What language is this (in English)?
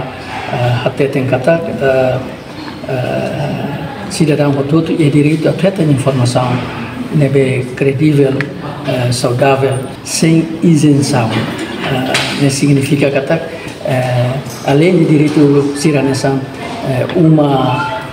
Tetum